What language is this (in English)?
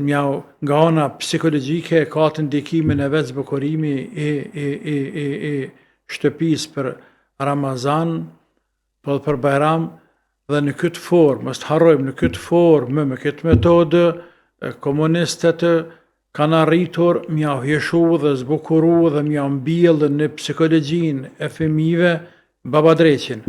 Albanian